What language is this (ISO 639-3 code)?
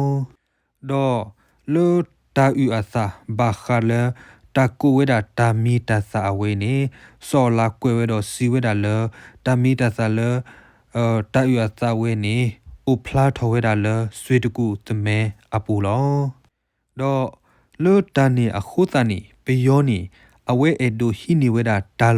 ksw